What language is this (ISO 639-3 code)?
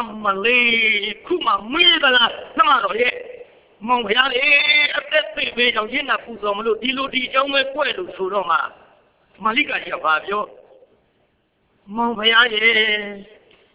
mya